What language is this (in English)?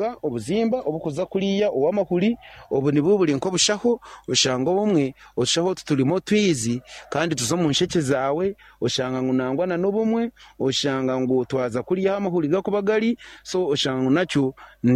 Nyankole